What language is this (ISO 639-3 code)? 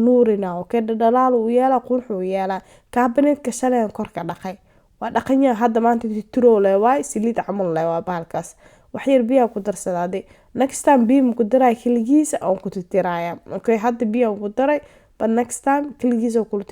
som